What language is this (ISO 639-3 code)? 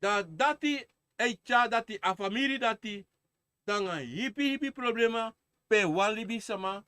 srn